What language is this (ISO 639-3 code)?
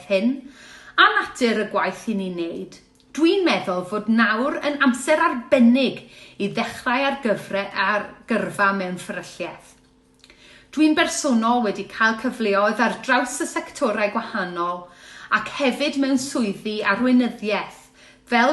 cym